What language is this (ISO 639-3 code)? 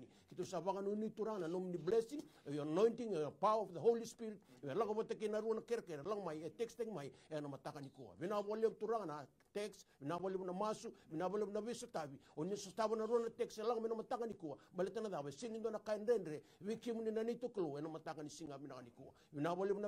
fij